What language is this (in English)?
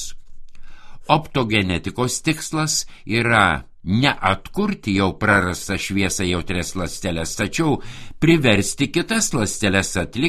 Lithuanian